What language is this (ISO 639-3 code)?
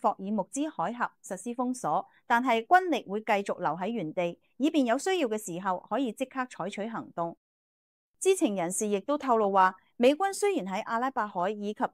yue